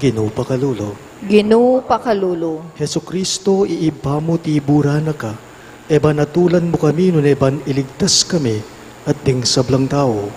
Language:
Pampanga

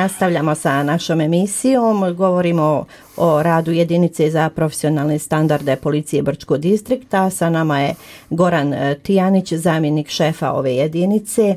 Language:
Bosnian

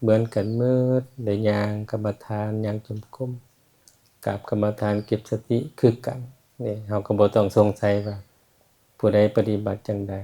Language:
Lao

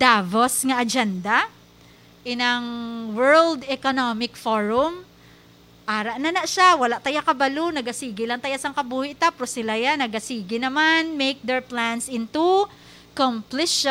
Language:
Hiligaynon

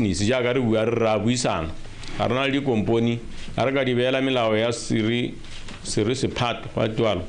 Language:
Tswana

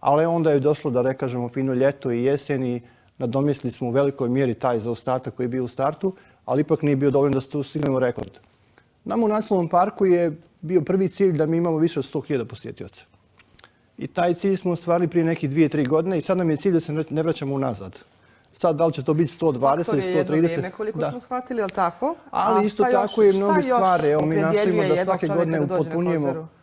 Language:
Bosnian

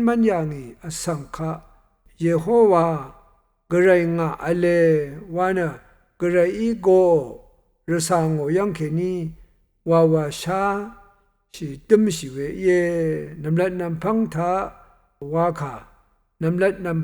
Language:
Rawang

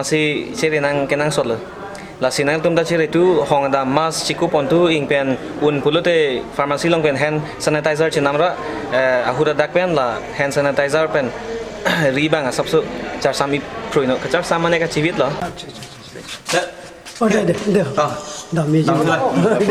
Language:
Karbi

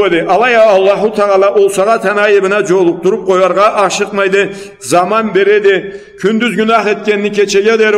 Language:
Karachay-Balkar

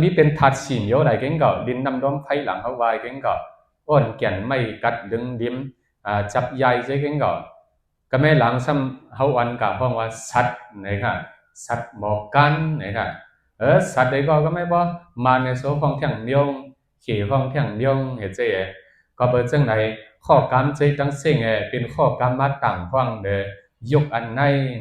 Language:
Shan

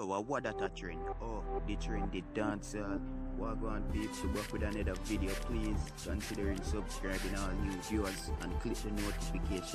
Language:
Jamaican Creole English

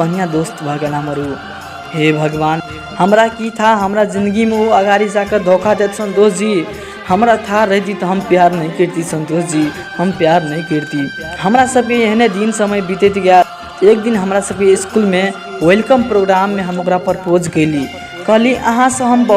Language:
Maithili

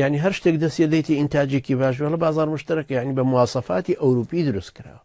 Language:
Central Kurdish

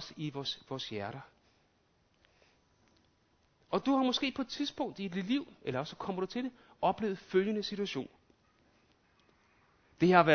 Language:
Danish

